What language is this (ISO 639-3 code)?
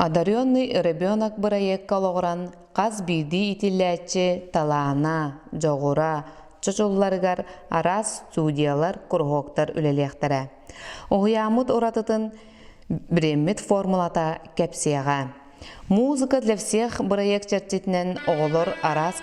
sah